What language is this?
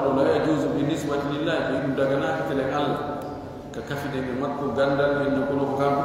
Fula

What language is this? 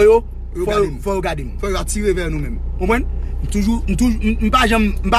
Haitian Creole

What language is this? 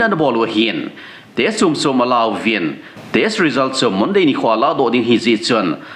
Thado Chin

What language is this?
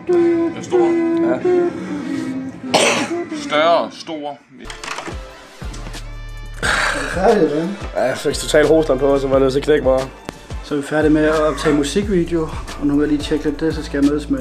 Danish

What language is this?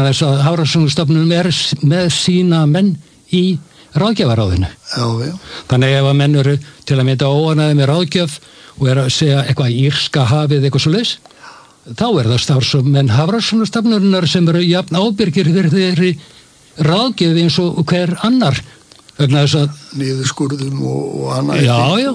Icelandic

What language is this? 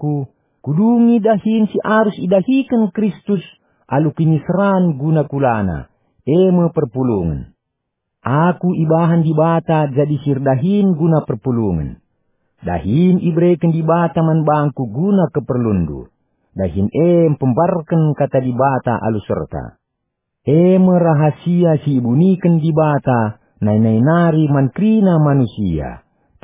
Batak Karo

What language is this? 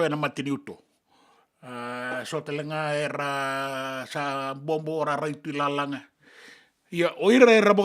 Fijian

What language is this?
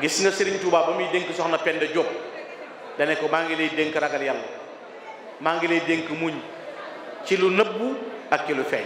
Wolof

